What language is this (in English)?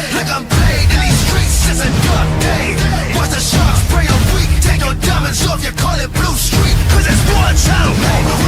Kara-Kalpak